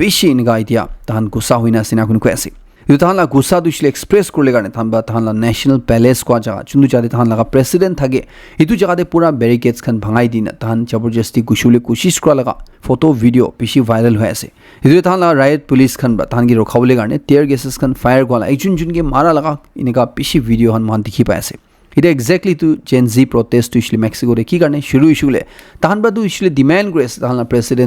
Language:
Naga Pidgin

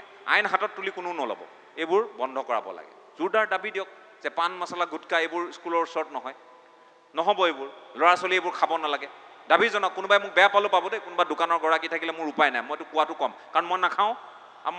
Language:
Assamese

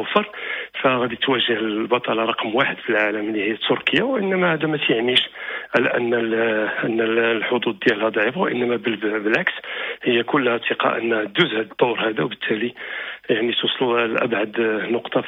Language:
Moroccan Arabic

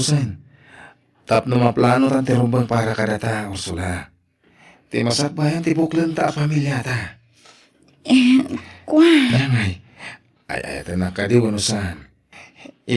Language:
Iloko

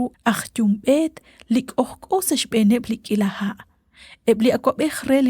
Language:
Kekchí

